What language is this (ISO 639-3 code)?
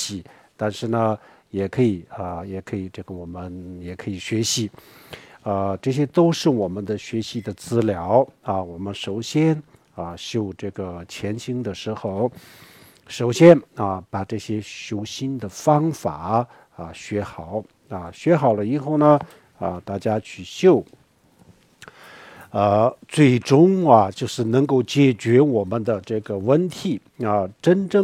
zho